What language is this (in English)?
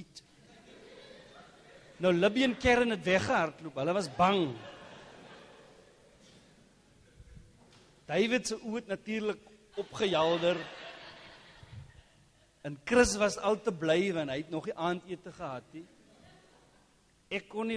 Afrikaans